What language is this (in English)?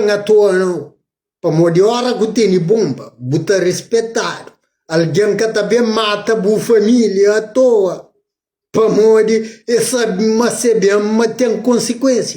Kabuverdianu